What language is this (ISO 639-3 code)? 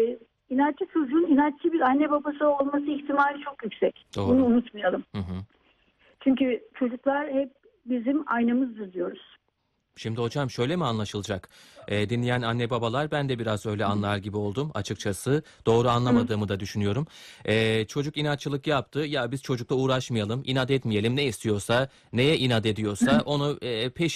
tur